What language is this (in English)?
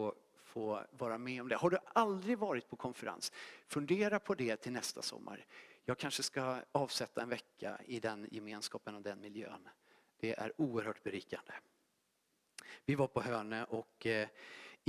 Swedish